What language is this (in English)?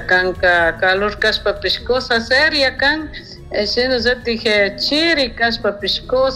Chimborazo Highland Quichua